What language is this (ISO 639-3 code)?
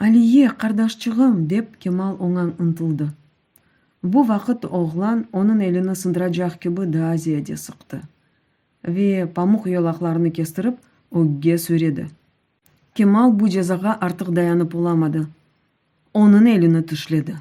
crh